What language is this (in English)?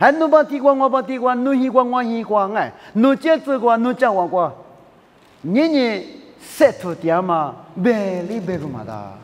Lisu